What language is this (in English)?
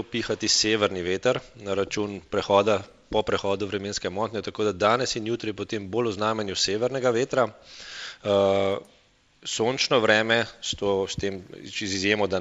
Slovenian